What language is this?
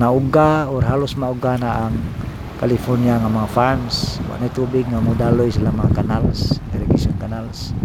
Cebuano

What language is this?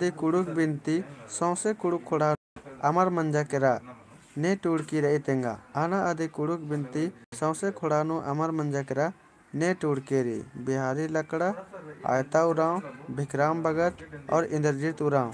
Kurukh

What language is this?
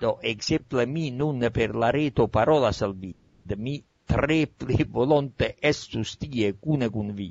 Esperanto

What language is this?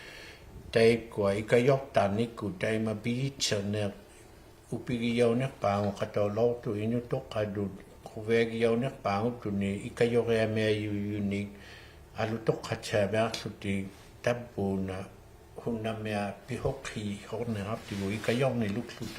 Inuktitut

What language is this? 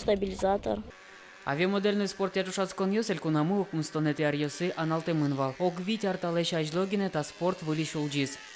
Udmurt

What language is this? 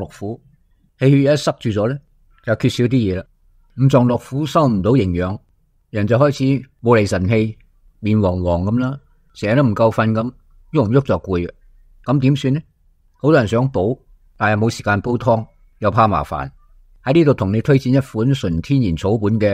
Cantonese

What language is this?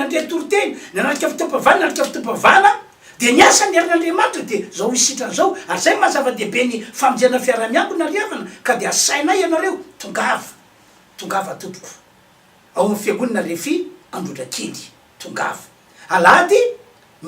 Malagasy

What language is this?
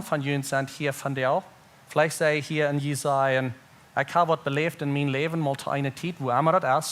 Plautdietsch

